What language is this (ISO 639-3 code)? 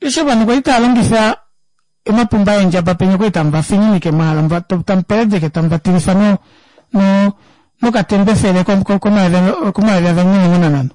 kua